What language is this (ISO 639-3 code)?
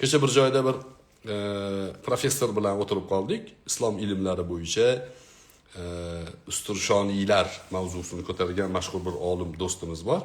uzb